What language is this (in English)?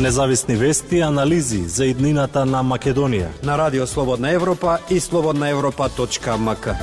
Macedonian